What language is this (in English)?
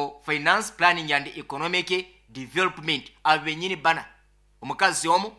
Nyoro